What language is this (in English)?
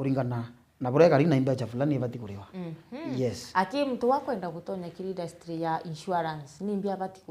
Meru